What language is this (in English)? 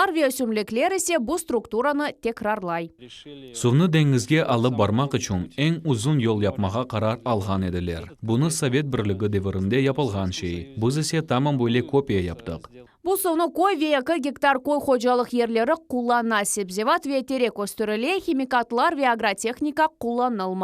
Crimean Tatar